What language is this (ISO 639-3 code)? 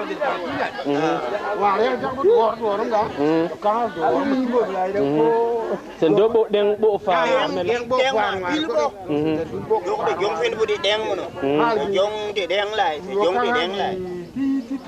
tui